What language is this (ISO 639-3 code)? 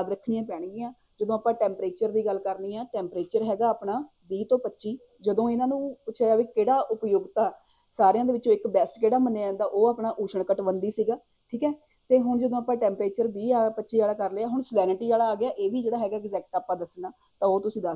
pan